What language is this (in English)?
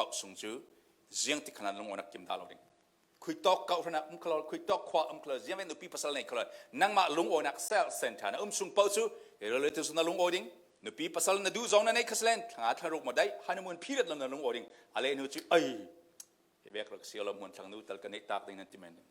Falam Chin